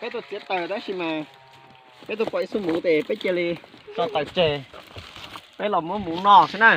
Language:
Hmong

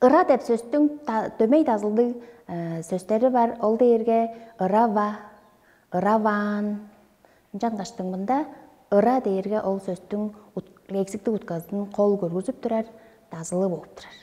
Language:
Tuvinian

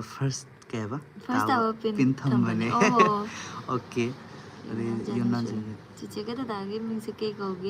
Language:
Manipuri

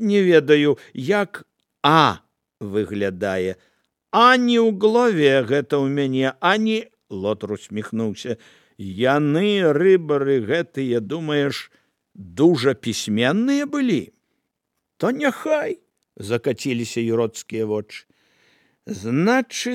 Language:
Belarusian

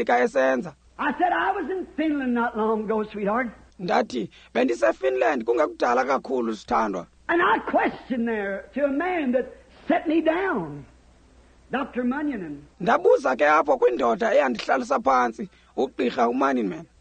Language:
Xhosa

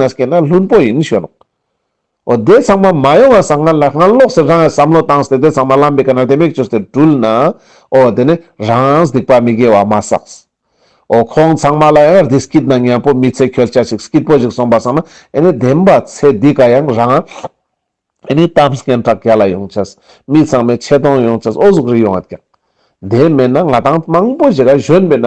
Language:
Ladakhi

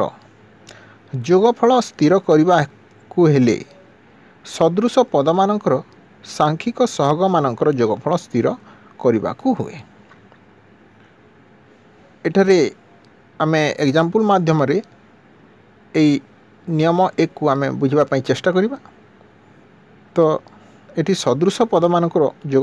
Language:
Odia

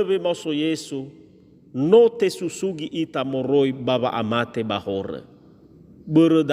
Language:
Nias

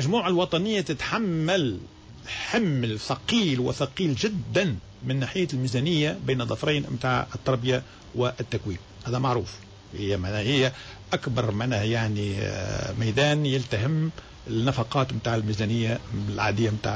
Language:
Tunisian Arabic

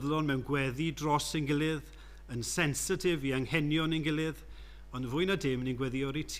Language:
Welsh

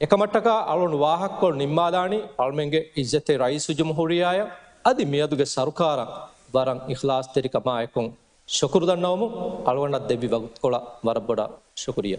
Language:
Divehi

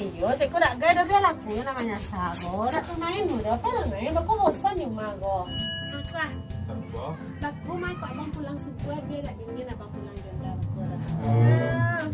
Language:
Minangkabau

